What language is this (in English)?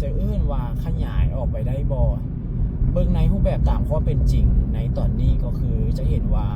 Lao